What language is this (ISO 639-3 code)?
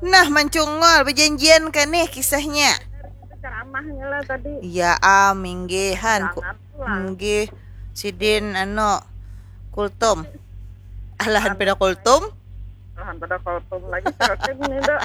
bjn